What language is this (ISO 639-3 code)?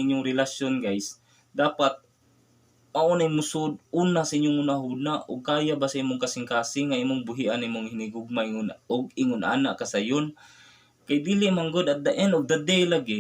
ceb